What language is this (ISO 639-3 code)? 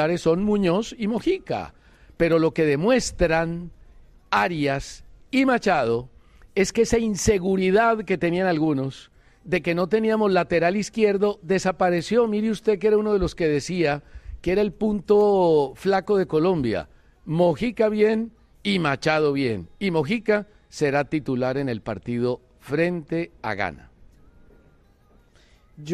spa